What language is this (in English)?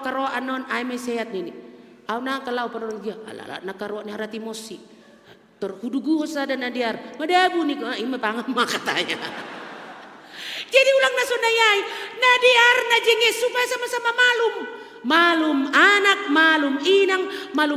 Batak Simalungun